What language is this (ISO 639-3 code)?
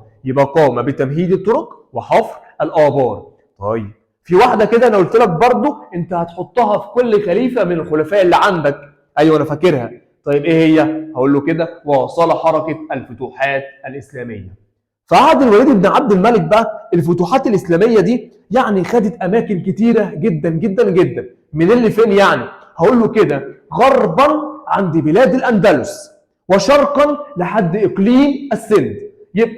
arz